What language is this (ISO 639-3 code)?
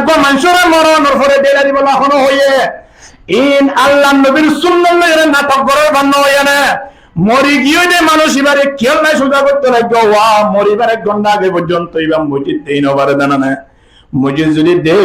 rhg